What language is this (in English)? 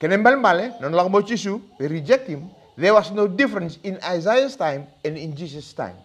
Fijian